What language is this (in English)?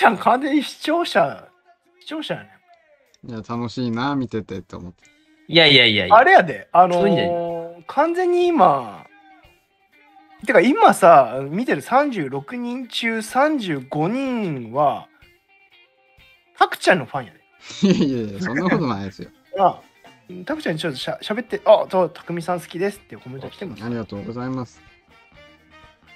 Japanese